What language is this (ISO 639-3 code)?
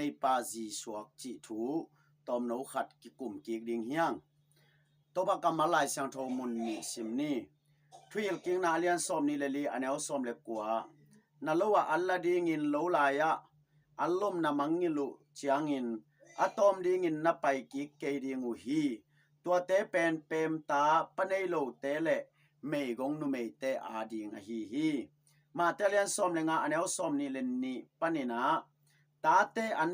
ctd